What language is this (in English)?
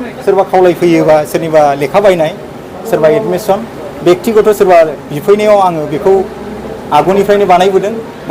Bodo